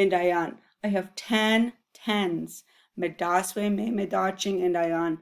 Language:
Chippewa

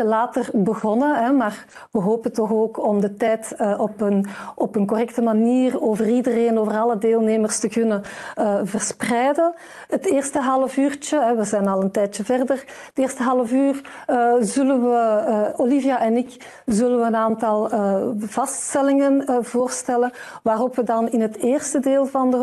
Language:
Dutch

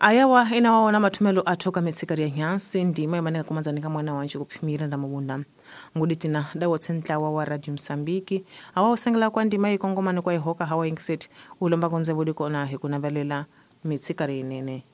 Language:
Tsonga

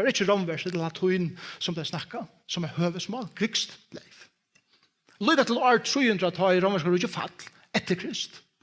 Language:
Faroese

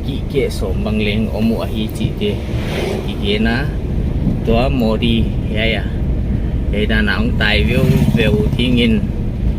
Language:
Paite Chin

